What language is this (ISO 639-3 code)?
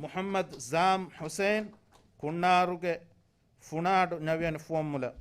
div